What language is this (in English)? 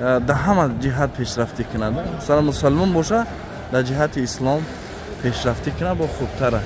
Tajik